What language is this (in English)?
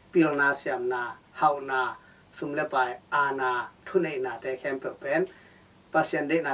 Tedim Chin